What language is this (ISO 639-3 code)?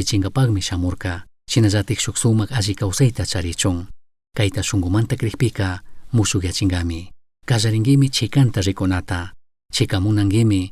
qug